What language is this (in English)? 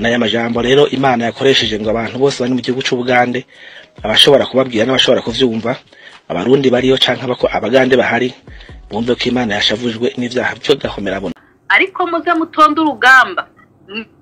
Rundi